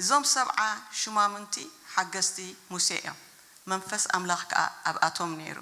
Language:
Tigrinya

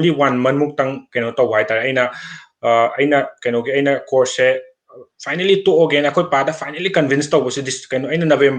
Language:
Manipuri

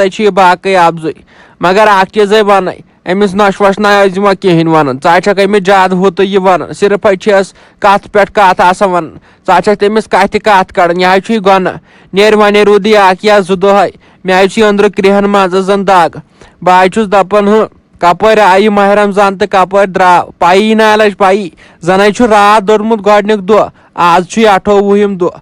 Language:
Kashmiri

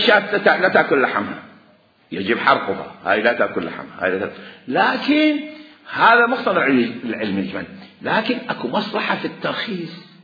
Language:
Mesopotamian Arabic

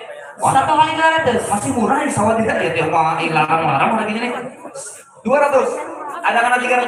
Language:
Banjar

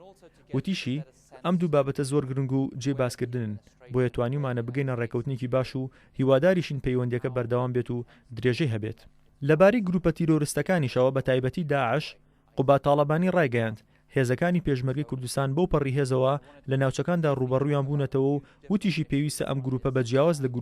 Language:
Central Kurdish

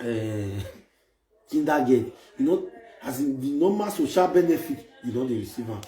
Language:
Nigerian Pidgin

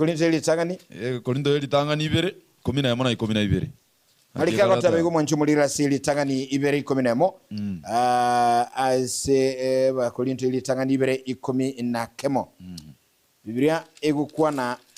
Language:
Gusii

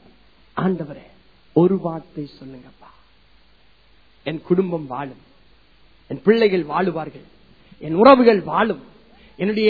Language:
Tamil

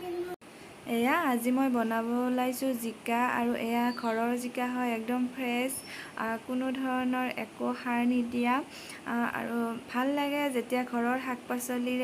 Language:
Assamese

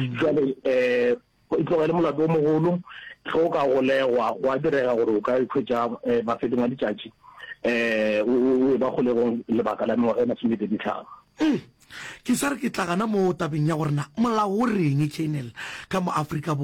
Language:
Northern Sotho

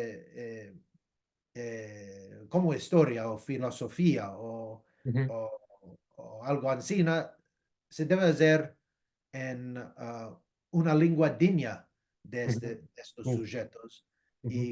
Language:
Ladino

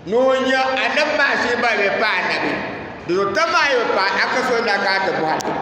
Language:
Dagbani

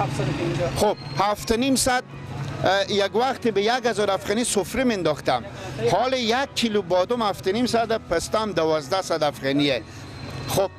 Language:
Persian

